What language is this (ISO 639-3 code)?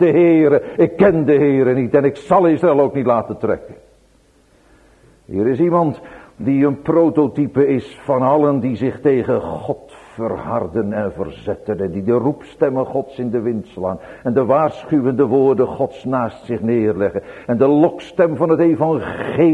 nld